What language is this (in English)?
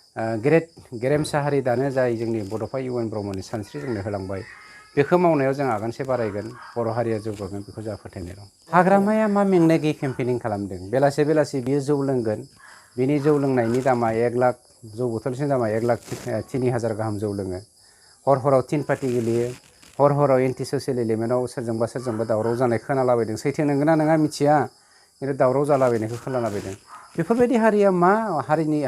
Bodo